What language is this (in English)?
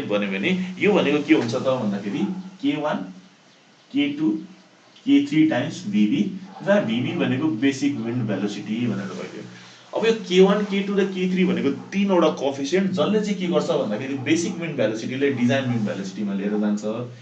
Nepali